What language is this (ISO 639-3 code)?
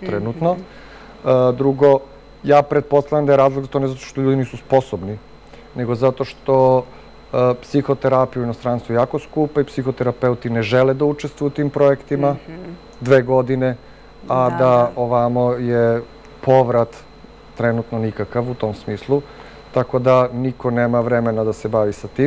srp